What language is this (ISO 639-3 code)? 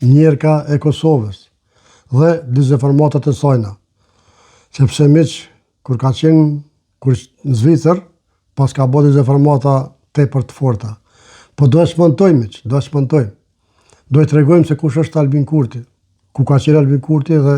sqi